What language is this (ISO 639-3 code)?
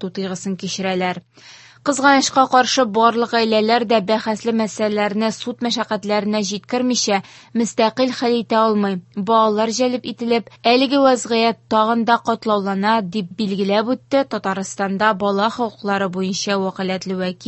tat